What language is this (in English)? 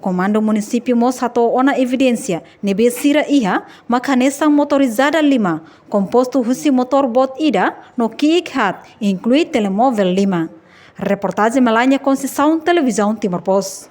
Tetum